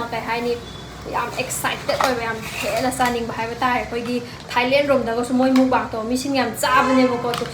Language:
Manipuri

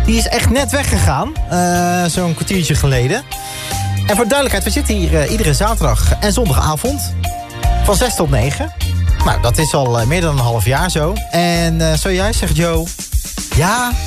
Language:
Dutch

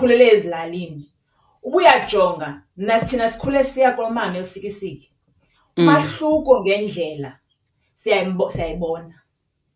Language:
Xhosa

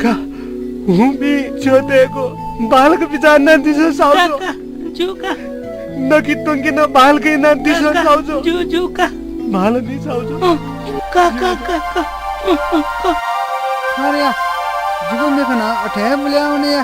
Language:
Newari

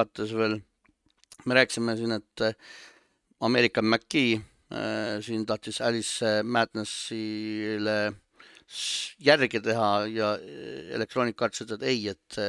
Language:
Estonian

